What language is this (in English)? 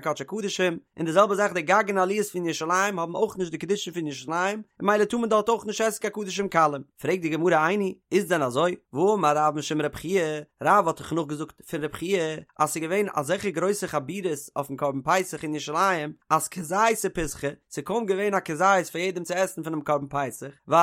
Yiddish